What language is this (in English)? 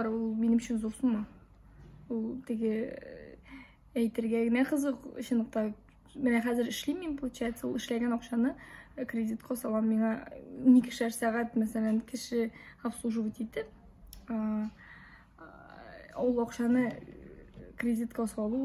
Tatar